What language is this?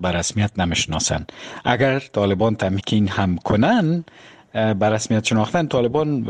Persian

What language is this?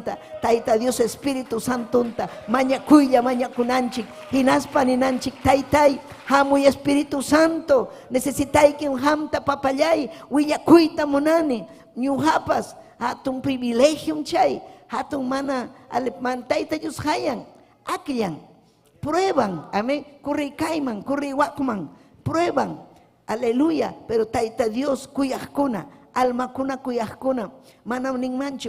Ayacucho Quechua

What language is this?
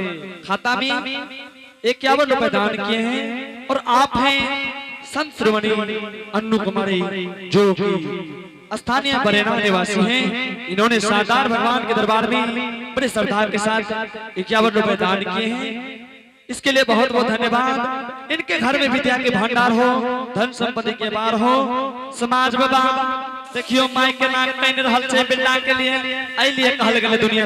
Angika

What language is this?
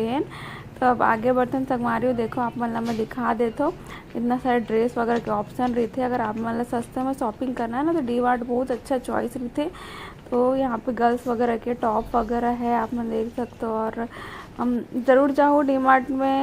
Chhattisgarhi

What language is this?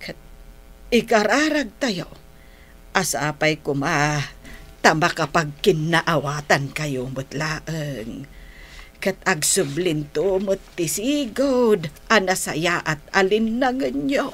Iloko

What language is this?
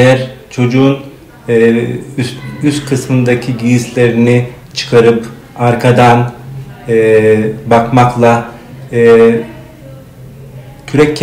Turkish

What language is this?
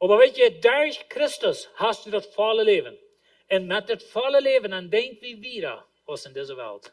Plautdietsch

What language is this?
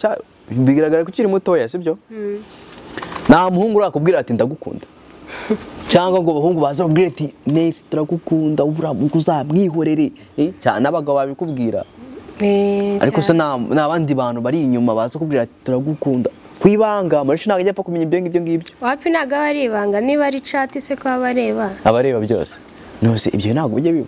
Kinyarwanda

